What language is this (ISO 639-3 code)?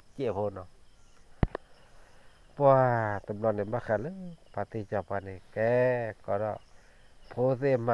ksw